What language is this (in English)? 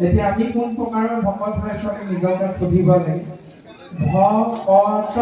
Assamese